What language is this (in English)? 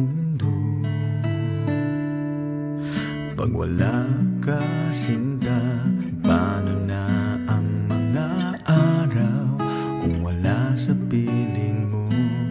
Filipino